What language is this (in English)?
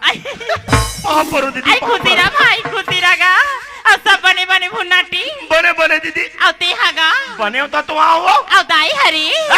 Chhattisgarhi